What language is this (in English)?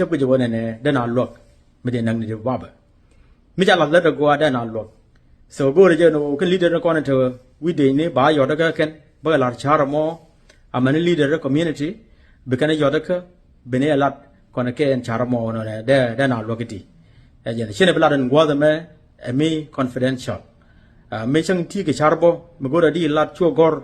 Nuer